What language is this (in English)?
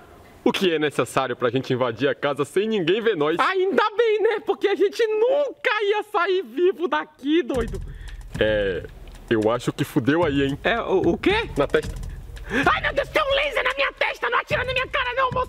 Portuguese